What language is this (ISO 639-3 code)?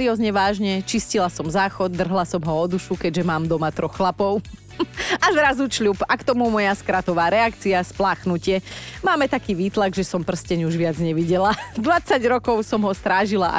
slk